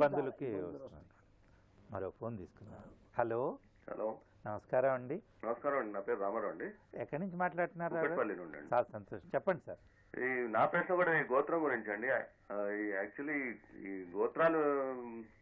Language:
Telugu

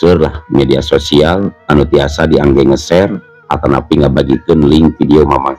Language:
Sundanese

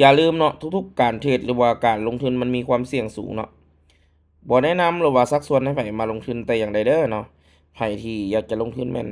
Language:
Lao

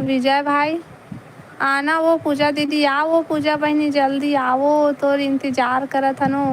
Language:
Chhattisgarhi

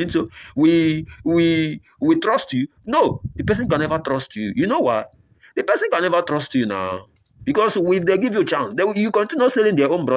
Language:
Nigerian Pidgin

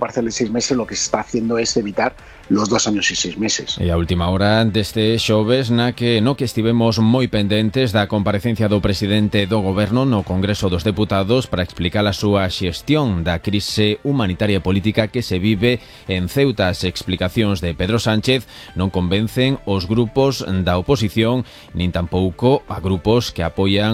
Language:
Galician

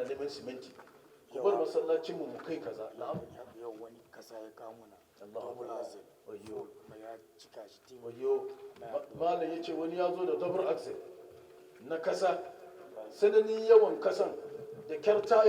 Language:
Hausa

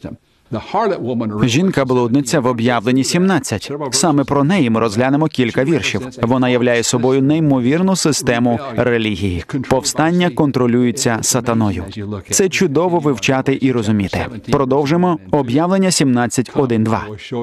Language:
Ukrainian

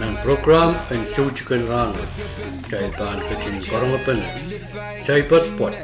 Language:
Pohnpeian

